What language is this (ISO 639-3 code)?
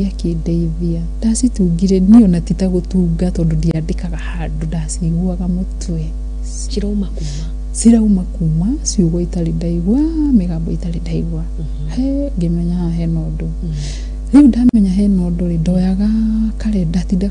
kik